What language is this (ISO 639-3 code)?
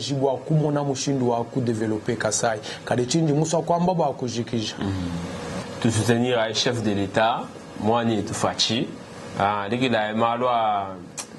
lua